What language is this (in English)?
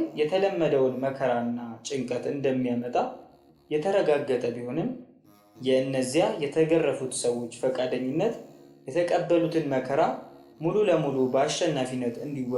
Amharic